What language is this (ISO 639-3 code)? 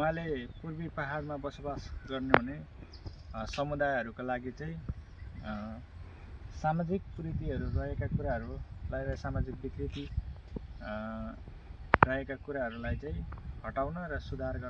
nep